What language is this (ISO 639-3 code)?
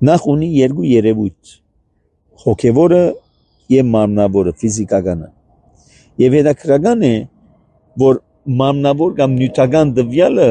hye